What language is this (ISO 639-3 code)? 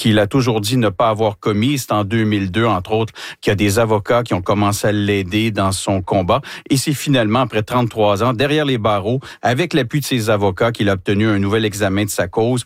fra